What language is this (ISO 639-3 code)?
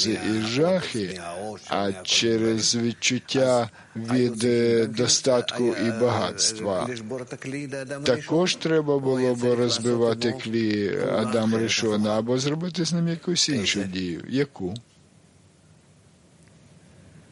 ukr